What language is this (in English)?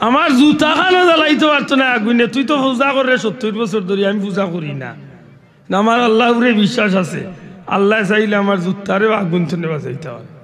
Sylheti